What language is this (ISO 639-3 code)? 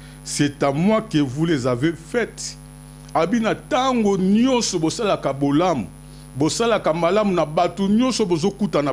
lin